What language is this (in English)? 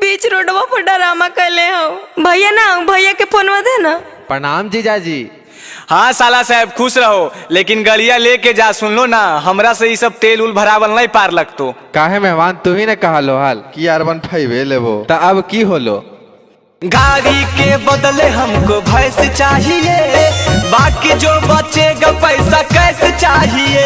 Magahi